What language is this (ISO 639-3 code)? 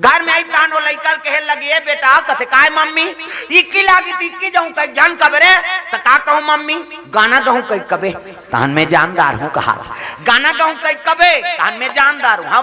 hne